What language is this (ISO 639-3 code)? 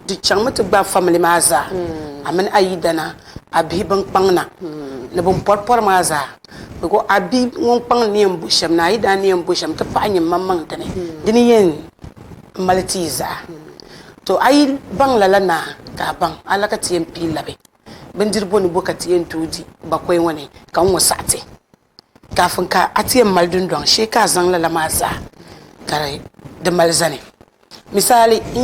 dag